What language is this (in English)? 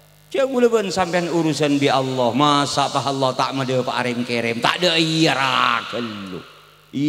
Madurese